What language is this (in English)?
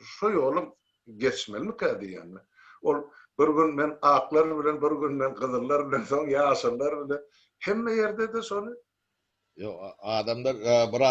Turkmen